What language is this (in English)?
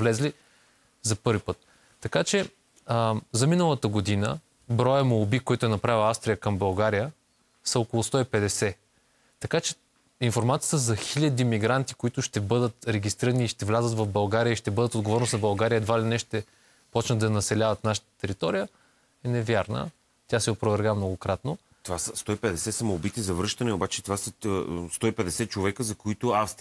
Bulgarian